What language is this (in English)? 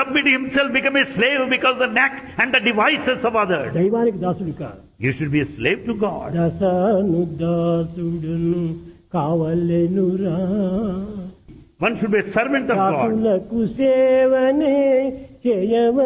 Telugu